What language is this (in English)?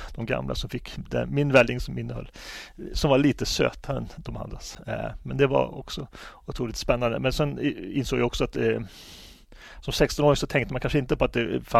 Swedish